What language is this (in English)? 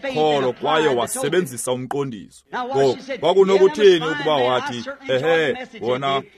Xhosa